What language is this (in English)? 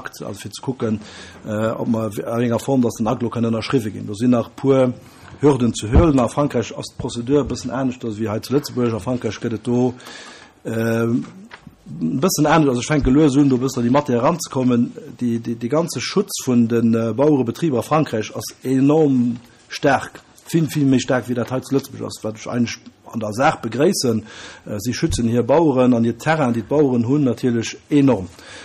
Luxembourgish